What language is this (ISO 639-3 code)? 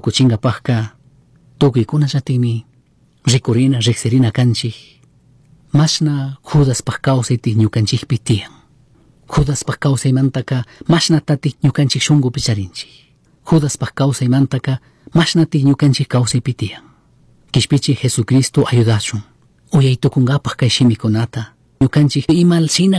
qug